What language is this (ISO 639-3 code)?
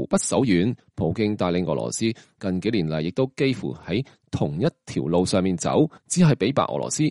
yue